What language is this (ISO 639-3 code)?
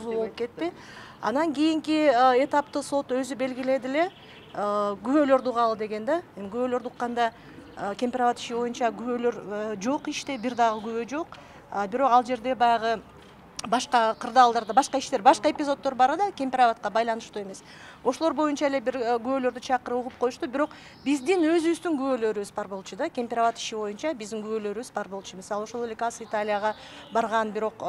kir